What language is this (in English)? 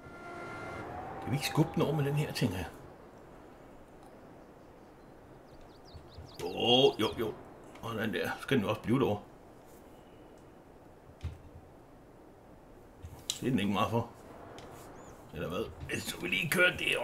Danish